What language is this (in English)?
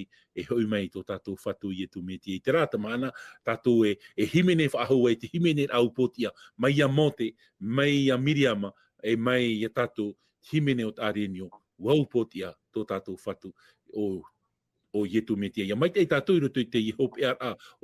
Tahitian